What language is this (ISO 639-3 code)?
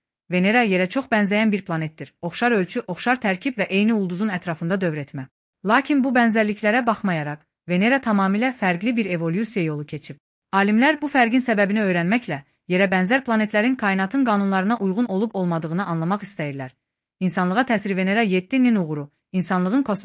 aze